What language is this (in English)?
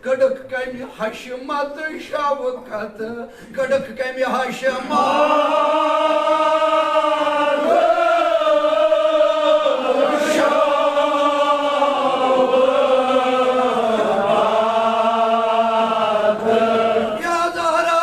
Kashmiri